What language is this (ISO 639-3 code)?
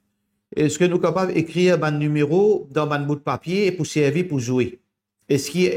mfe